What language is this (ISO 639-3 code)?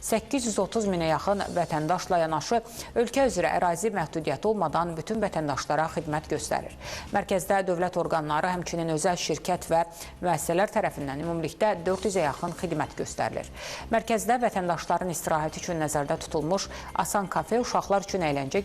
aze